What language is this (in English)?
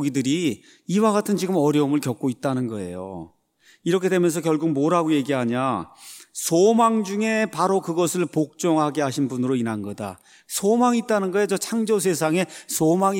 Korean